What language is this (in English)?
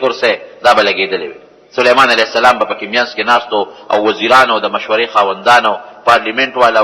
Pashto